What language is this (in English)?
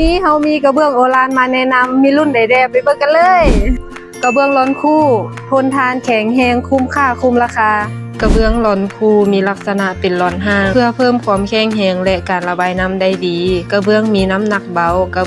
Lao